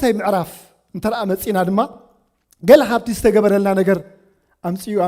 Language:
Tigrinya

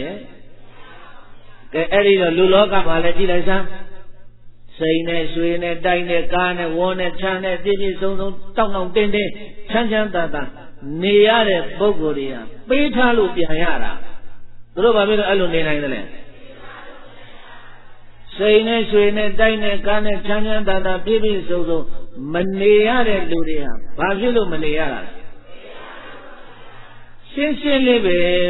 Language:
Burmese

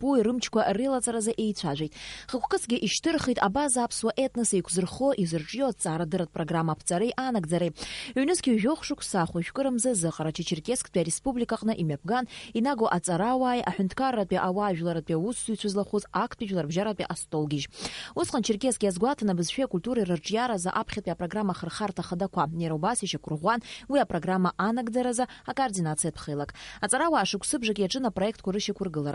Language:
Abkhazian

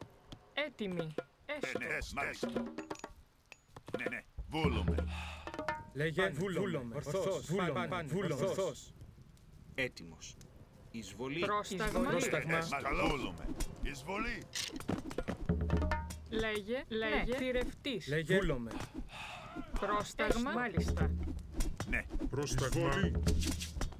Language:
Greek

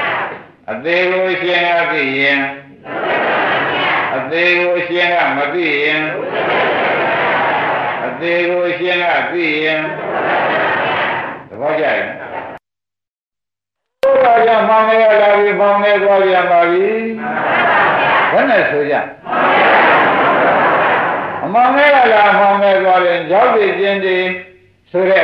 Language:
Burmese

